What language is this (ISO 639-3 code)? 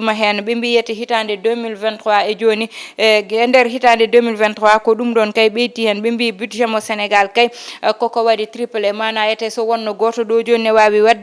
ful